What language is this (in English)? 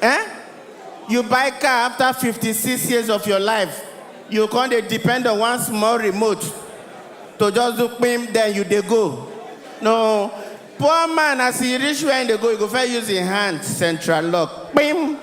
Nigerian Pidgin